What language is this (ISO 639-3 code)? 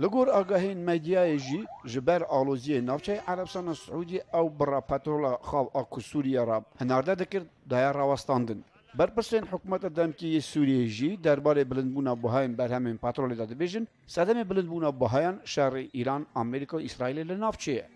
kur